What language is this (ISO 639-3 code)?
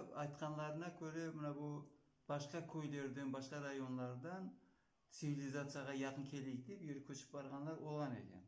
crh